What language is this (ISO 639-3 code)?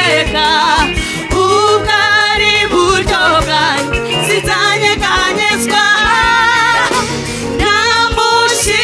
kin